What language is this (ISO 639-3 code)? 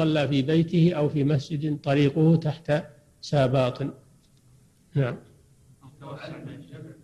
ara